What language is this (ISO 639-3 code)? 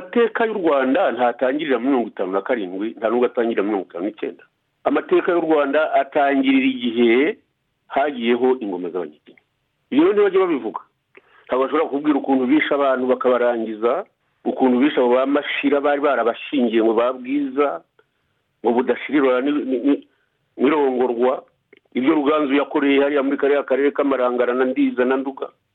kin